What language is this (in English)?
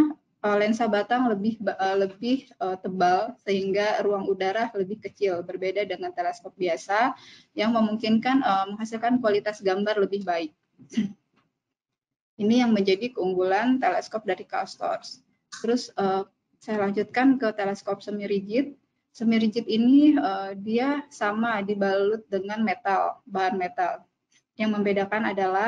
Indonesian